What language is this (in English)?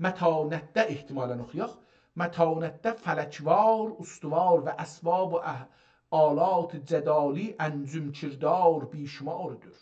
South Azerbaijani